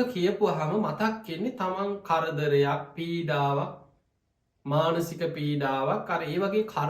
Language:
Sinhala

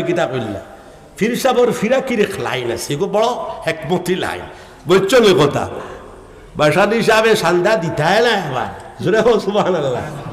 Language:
Sylheti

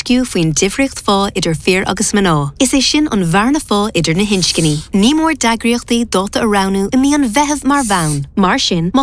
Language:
Irish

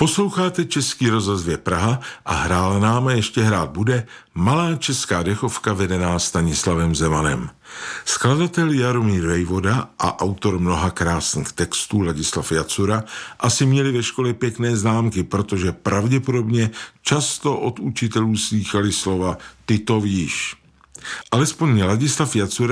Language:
Czech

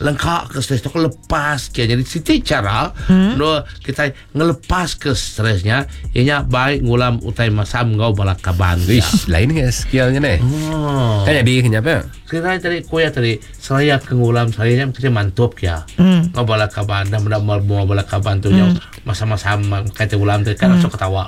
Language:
Iban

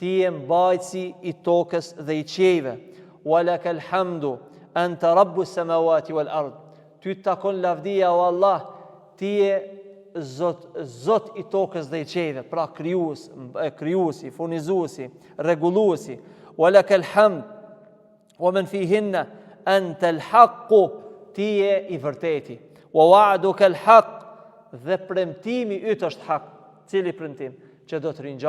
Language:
Albanian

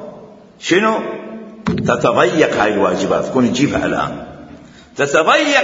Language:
Mesopotamian Arabic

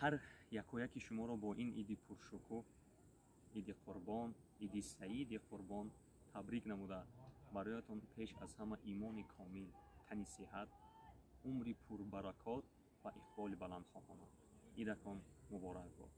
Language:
Tajik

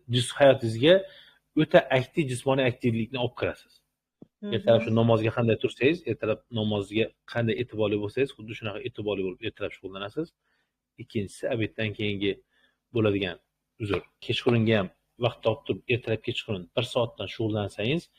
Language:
Uzbek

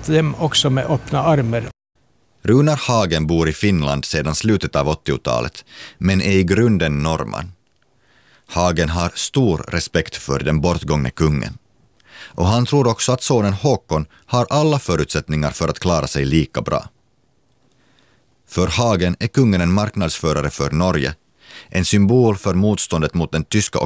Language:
Swedish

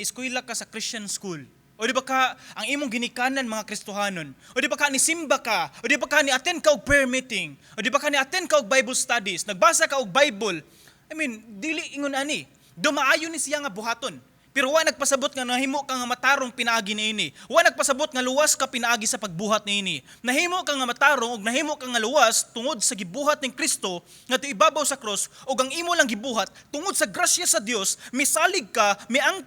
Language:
Cebuano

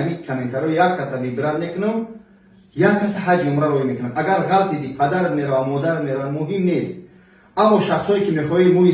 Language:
Tajik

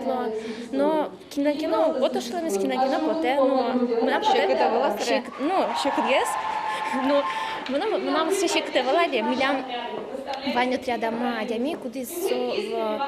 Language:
Udmurt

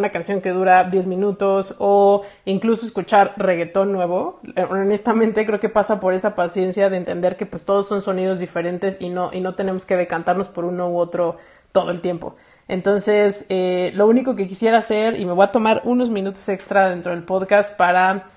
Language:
Spanish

